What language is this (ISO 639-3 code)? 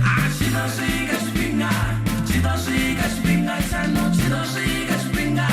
ven